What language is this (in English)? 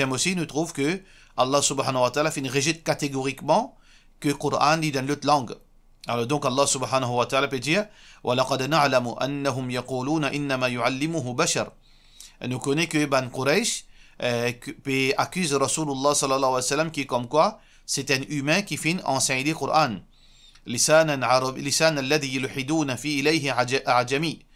Morisyen